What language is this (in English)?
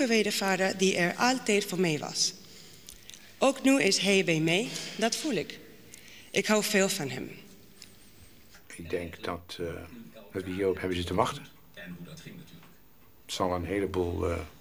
Dutch